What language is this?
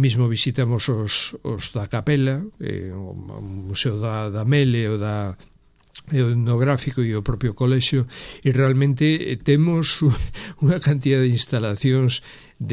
Galician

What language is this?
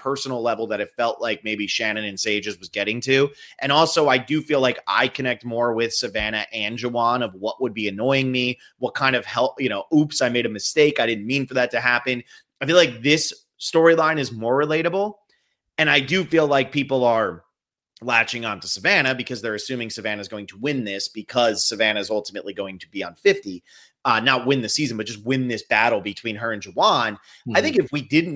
English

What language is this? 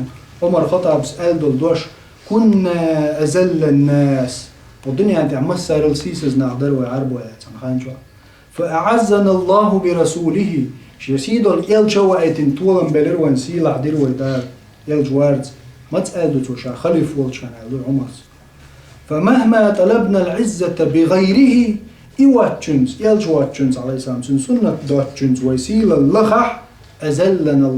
Chechen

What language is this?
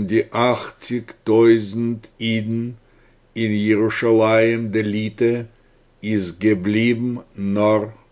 Yiddish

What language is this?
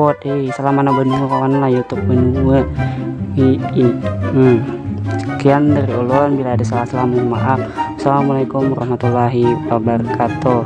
Banjar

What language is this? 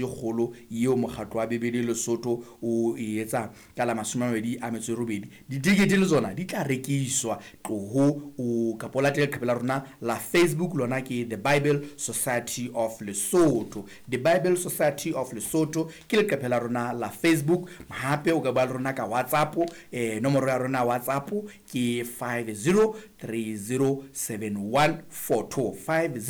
Southern Sotho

